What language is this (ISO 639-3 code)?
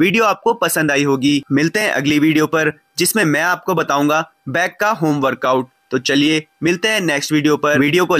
hin